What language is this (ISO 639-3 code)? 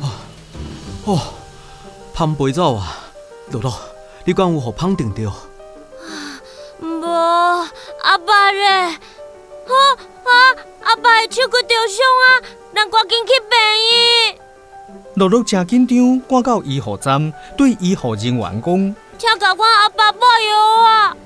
nan